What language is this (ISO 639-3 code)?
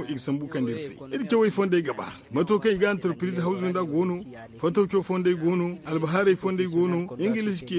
dje